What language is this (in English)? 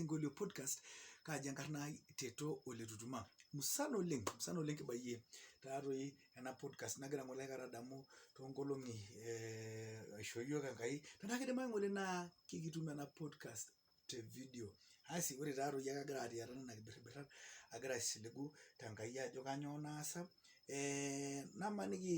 Masai